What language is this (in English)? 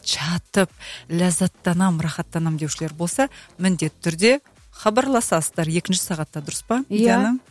Kazakh